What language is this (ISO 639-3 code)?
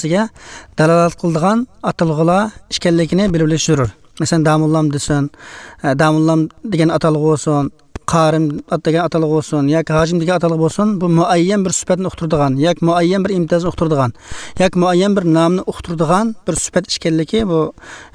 uig